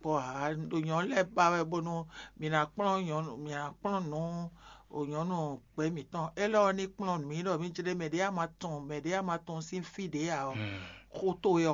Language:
Fon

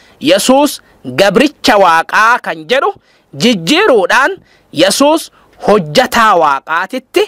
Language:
Oromo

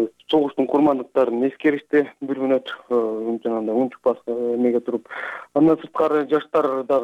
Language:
Kyrgyz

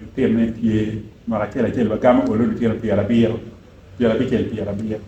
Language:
Acoli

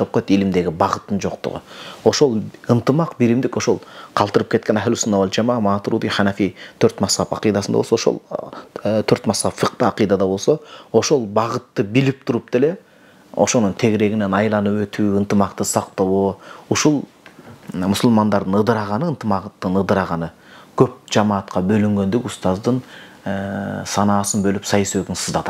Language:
Kyrgyz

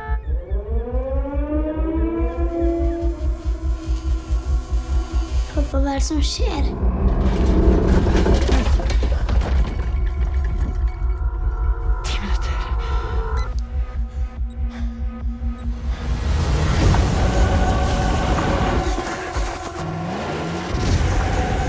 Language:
Norwegian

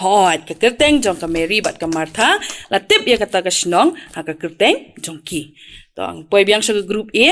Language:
Khasi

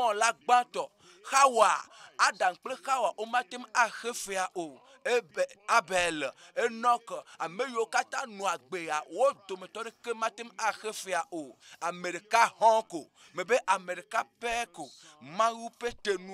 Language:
Ewe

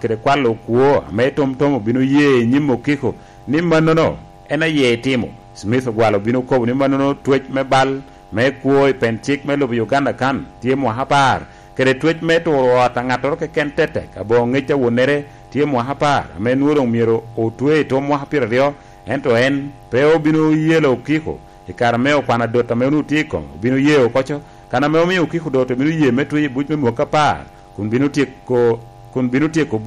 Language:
Lango (Uganda)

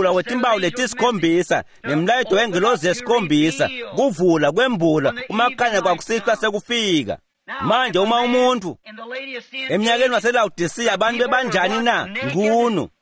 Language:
Swati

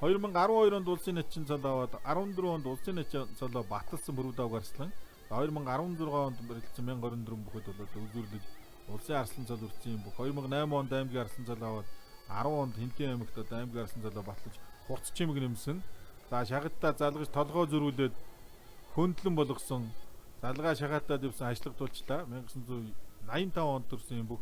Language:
Mongolian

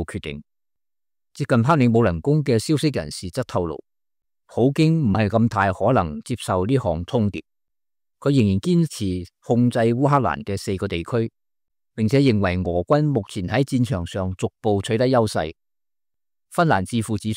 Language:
Cantonese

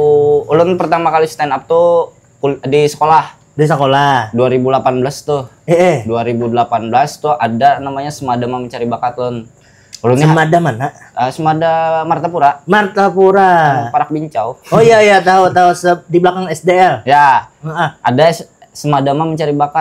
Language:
Banjar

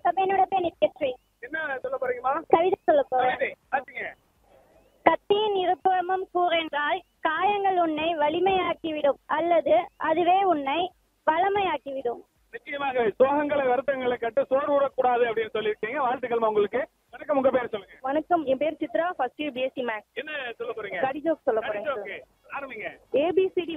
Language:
Tamil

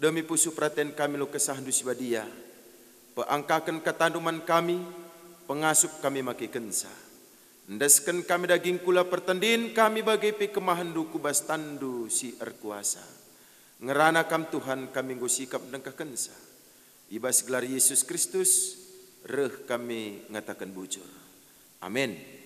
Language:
Batak Karo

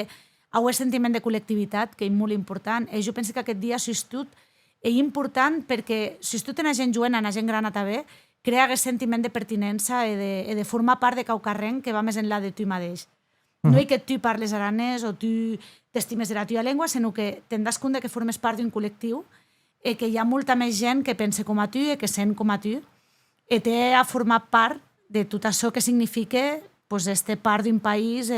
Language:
Occitan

